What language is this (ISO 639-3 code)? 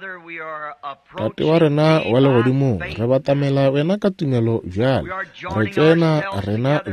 nso